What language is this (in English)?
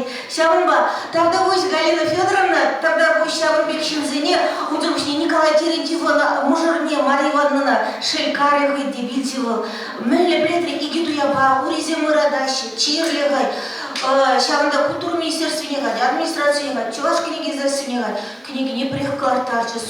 Chuvash